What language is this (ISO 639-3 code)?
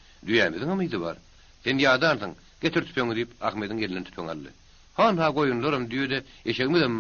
tuk